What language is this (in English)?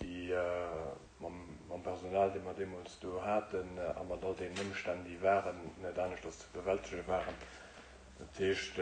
Luxembourgish